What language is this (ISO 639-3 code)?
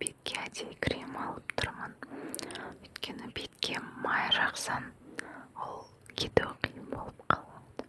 kaz